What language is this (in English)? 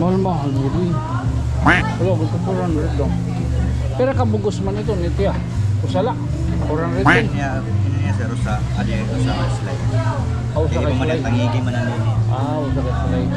Waray